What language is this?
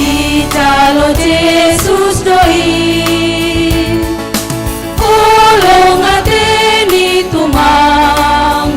Batak Simalungun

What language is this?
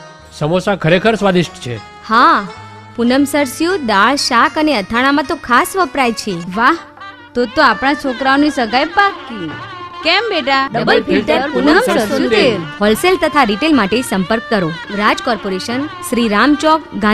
Gujarati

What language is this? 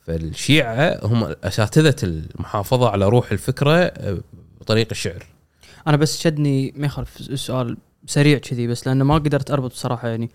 Gulf Arabic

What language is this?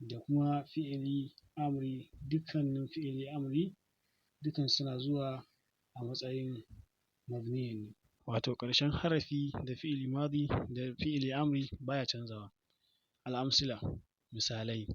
Hausa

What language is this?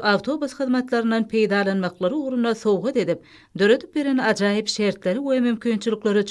Turkmen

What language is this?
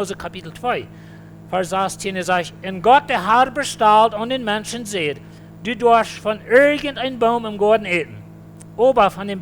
Plautdietsch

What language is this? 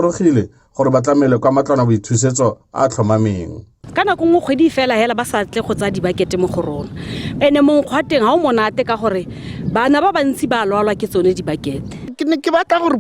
Tswana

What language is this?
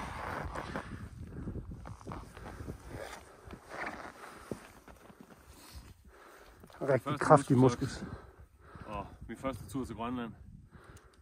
Danish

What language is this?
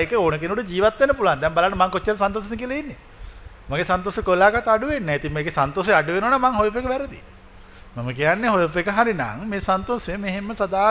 Sinhala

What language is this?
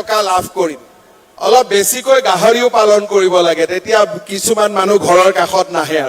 Assamese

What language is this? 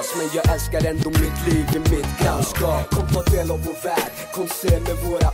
Swedish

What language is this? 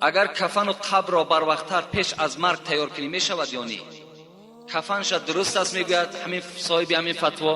Tajik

